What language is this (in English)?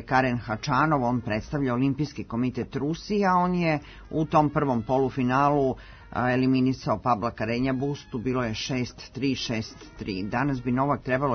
Serbian